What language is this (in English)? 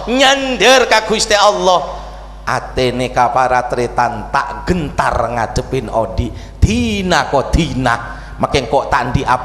Madurese